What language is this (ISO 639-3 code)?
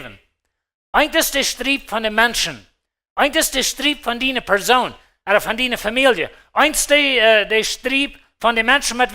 pdt